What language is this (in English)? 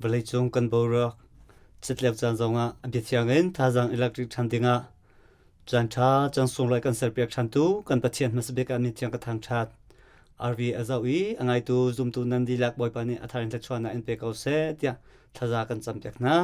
Hakha Chin